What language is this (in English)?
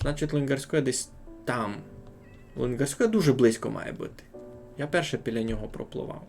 Rusyn